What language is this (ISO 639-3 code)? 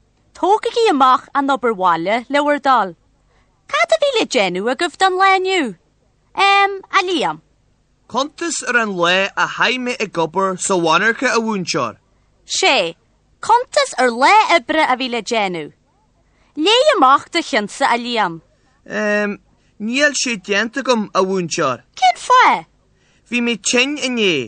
gle